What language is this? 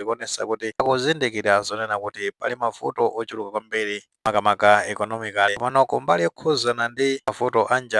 Nyanja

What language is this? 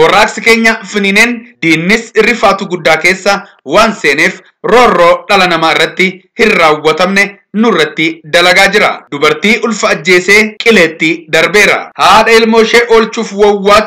Oromo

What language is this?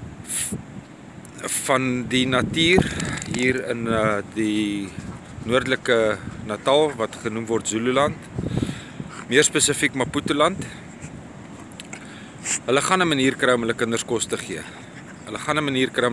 Afrikaans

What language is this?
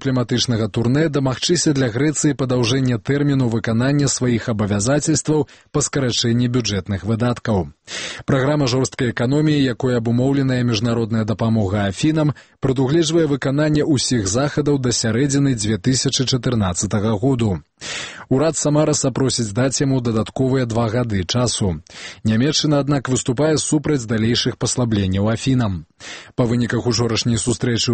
Belarusian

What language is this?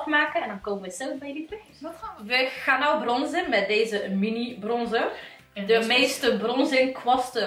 Dutch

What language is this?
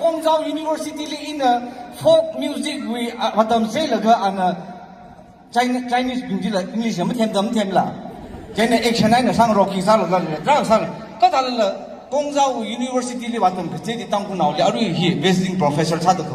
Tangkhul Naga (India)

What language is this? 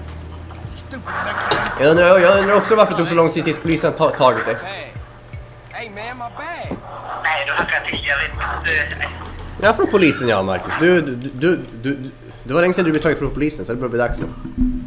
Swedish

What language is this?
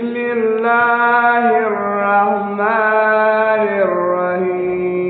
Adamawa Fulfulde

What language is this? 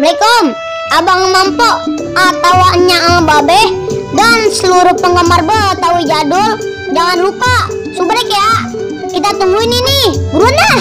Betawi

